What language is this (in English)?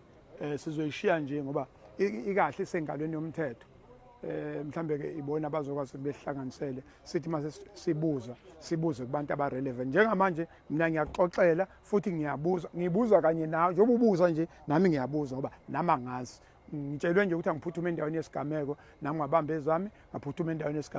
Zulu